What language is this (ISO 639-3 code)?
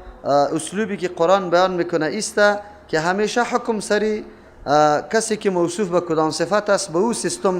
fas